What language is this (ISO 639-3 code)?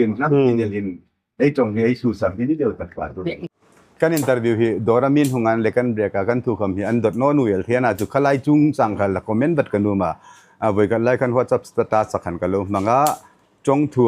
hmr